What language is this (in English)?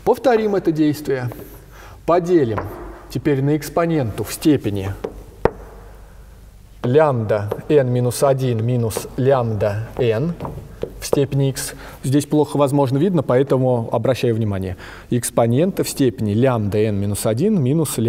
Russian